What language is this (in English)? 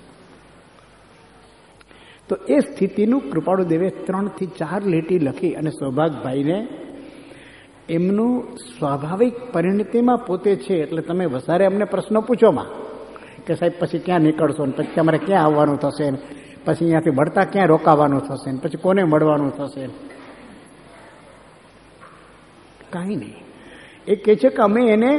Gujarati